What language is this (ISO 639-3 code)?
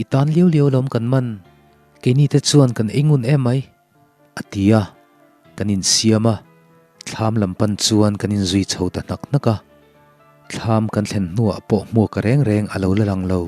lus